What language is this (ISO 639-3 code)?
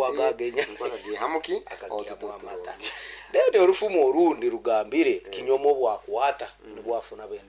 nyn